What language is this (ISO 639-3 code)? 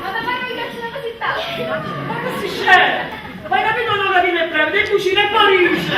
nap